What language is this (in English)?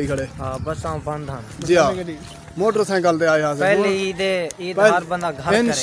Saraiki